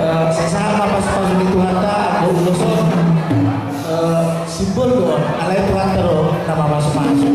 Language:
Batak Toba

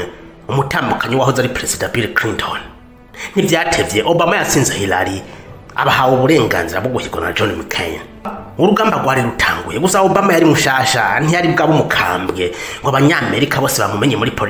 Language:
Rundi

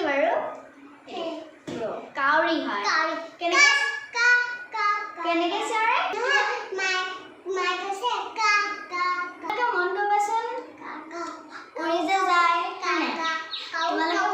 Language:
Assamese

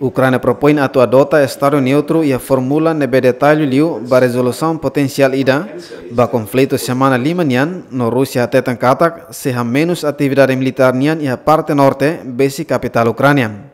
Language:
Tetum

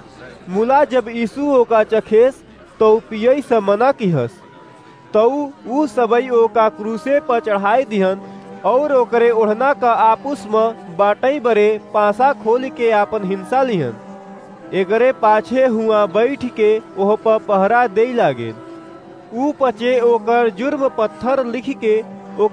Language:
Awadhi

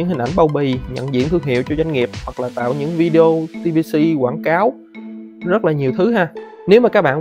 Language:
Vietnamese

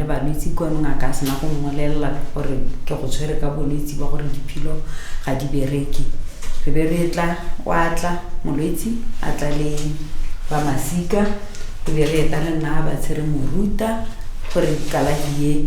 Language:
Tswana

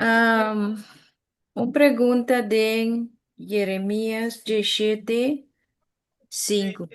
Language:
Papiamento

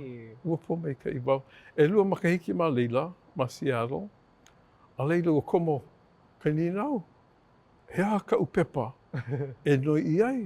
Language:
Hawaiian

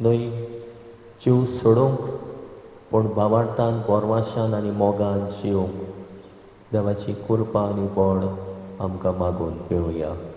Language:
Konkani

